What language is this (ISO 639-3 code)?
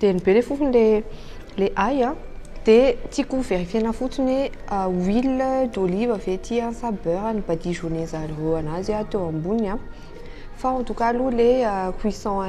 mlg